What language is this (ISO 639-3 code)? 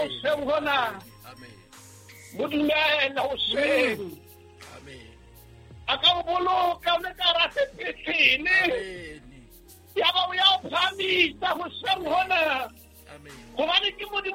sot